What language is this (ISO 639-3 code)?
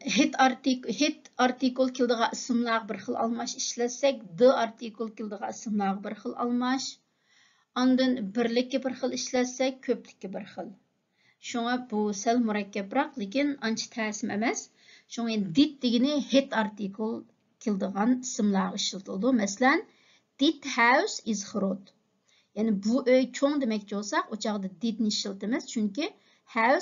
uig